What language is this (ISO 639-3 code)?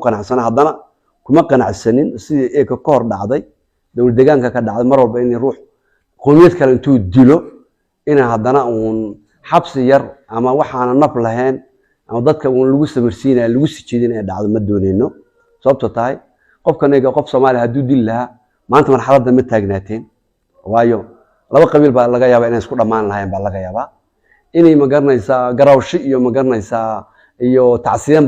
som